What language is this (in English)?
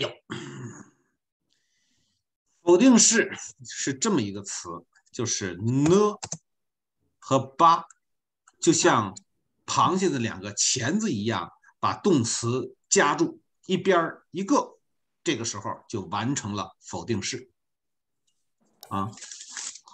Chinese